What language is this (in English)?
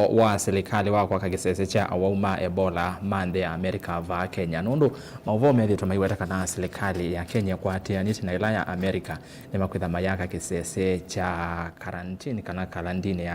Kamba